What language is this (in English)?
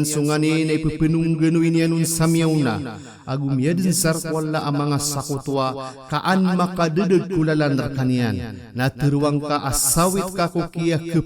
Maranao